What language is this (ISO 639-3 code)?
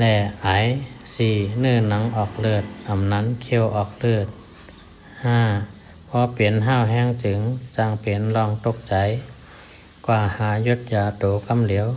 shn